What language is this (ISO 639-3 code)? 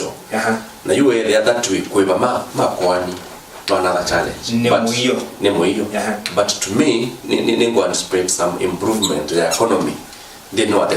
kam